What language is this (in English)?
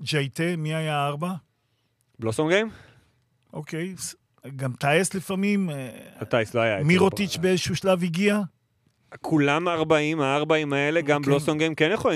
Hebrew